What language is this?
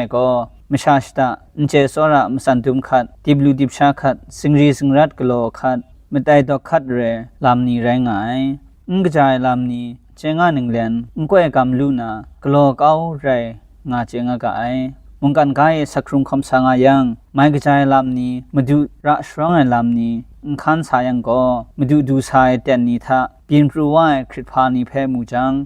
Kachin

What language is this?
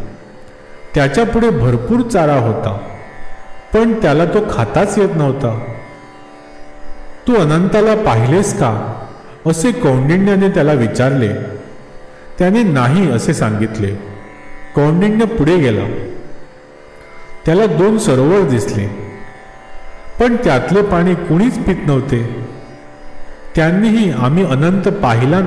Marathi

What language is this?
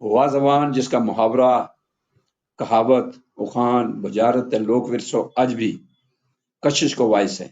Gujari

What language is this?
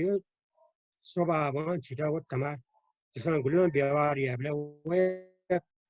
Newari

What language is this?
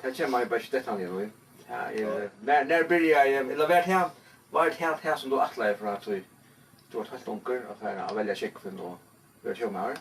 Faroese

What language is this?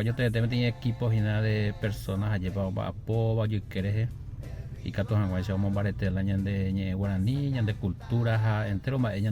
Guarani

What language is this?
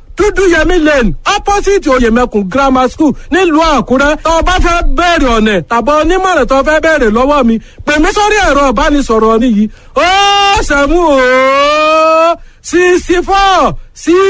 Yoruba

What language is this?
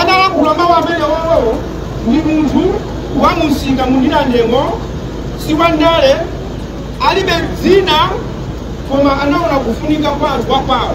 Nyanja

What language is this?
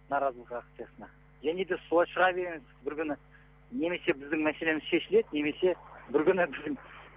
Kazakh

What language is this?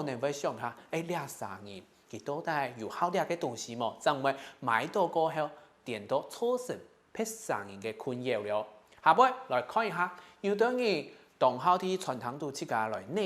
Hakka Chinese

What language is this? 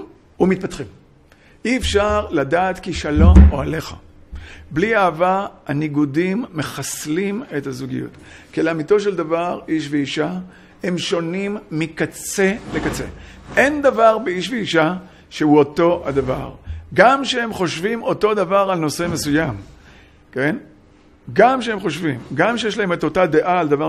Hebrew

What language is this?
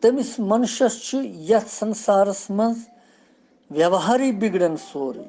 Kashmiri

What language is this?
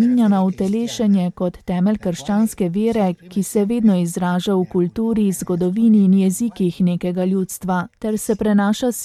Slovenian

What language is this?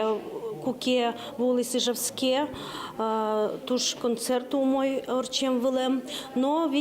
Udmurt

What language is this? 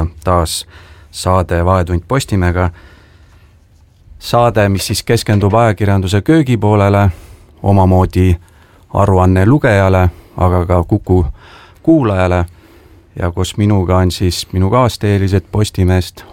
Estonian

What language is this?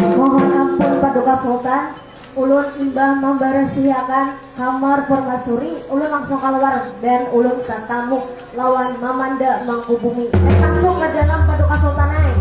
Banjar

